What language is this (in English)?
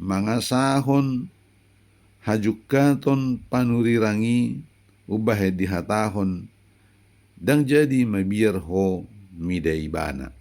Batak Toba